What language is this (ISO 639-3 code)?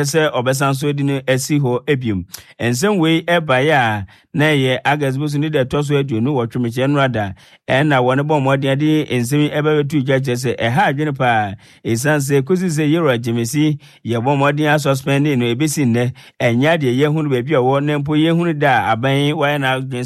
aka